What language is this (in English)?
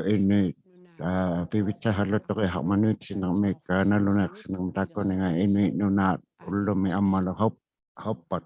Inuktitut